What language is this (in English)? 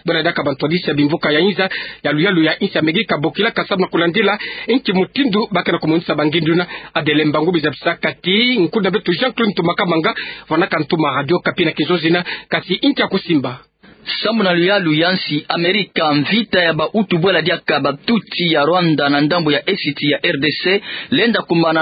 Kituba (Democratic Republic of Congo)